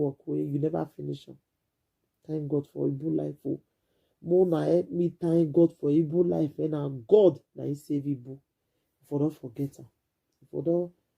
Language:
Nigerian Pidgin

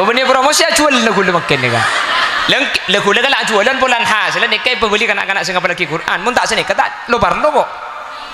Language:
Madurese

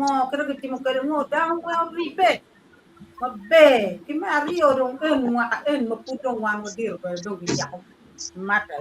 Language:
Acoli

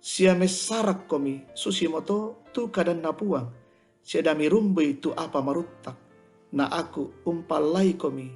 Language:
Toraja-Sa'dan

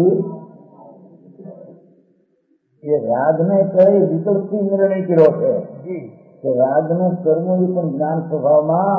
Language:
Gujarati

